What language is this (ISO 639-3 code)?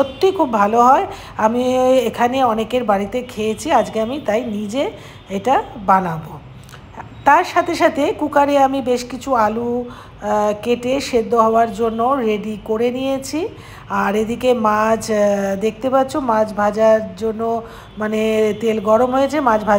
ben